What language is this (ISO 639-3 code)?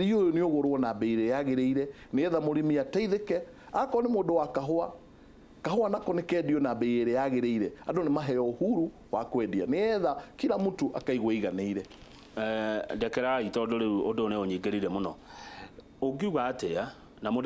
kik